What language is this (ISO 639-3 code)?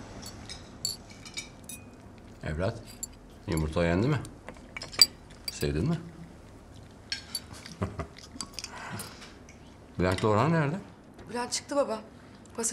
tur